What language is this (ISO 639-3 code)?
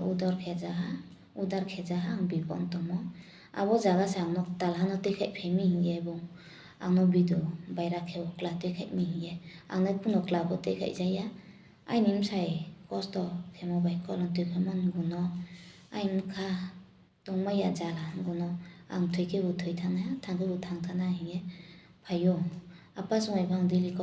ria